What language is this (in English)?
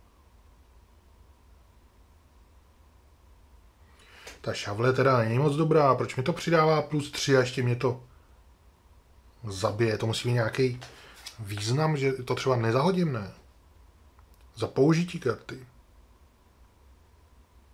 Czech